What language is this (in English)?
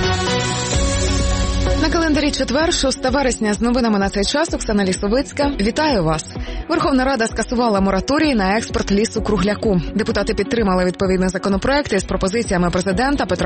Ukrainian